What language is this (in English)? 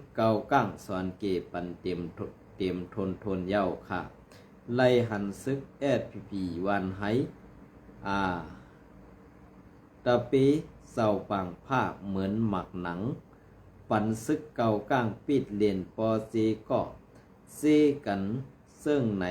Shan